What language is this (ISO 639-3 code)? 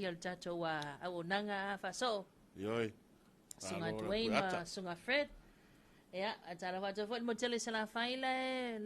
smo